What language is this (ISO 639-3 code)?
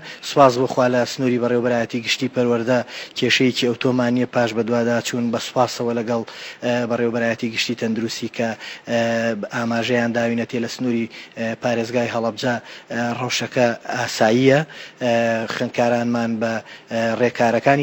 ckb